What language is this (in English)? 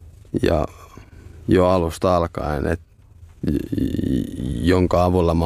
Finnish